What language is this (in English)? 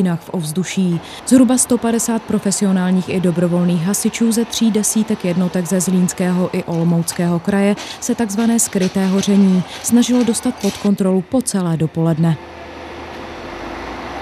Czech